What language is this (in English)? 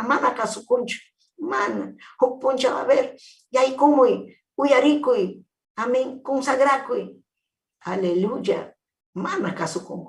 Ayacucho Quechua